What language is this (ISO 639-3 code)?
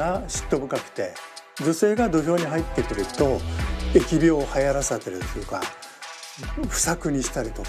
jpn